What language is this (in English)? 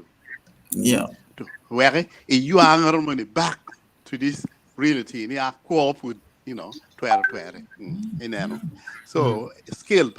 Acoli